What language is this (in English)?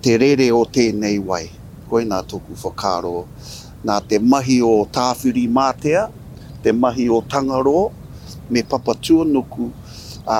Māori